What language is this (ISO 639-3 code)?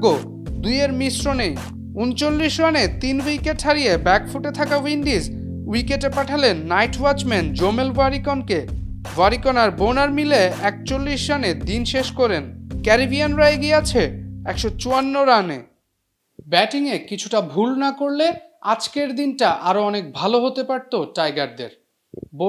ben